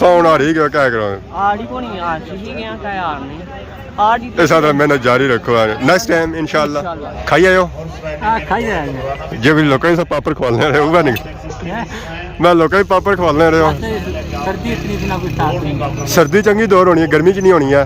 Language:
Pahari-Potwari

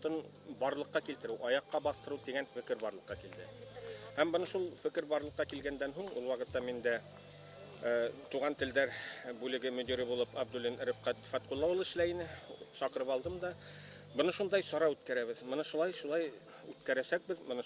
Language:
Bashkir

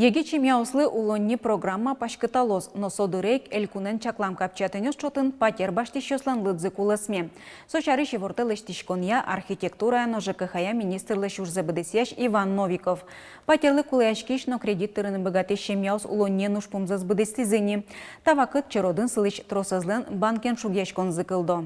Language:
Udmurt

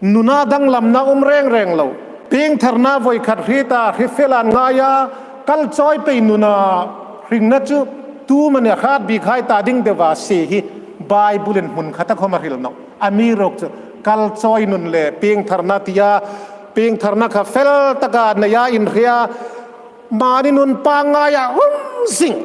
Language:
Hmar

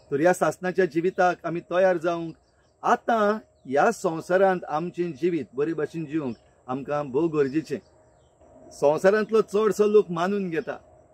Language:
Konkani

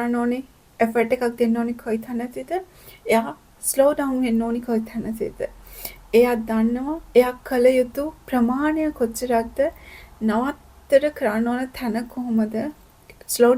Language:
Sinhala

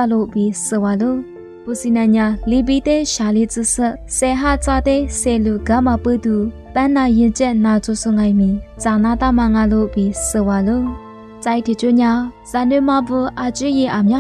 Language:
Lisu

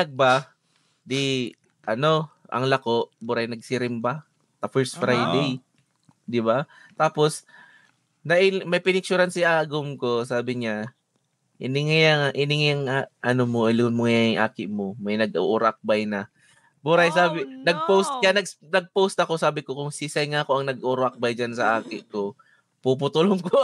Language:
Bikol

